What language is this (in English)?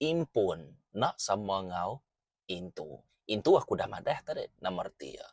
Iban